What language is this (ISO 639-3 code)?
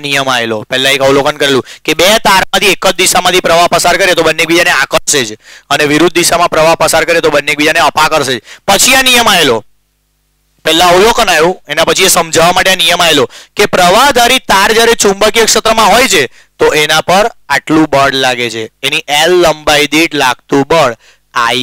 guj